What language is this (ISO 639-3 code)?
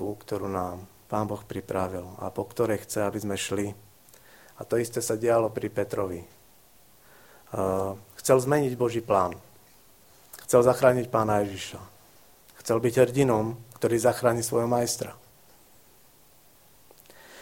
slk